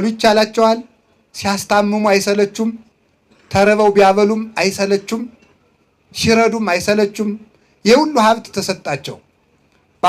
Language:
Amharic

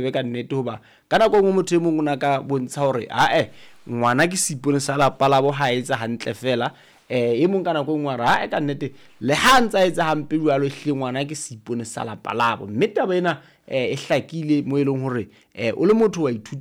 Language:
Southern Sotho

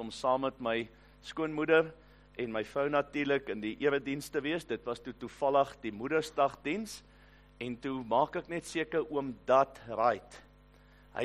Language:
Afrikaans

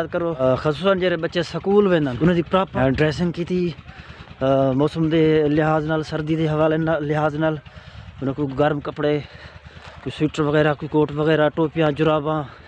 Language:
Saraiki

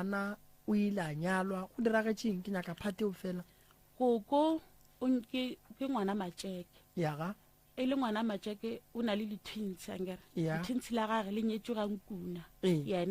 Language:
Northern Sotho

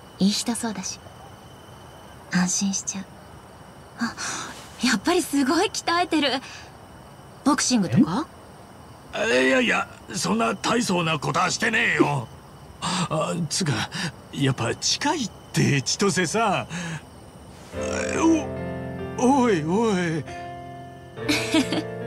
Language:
Japanese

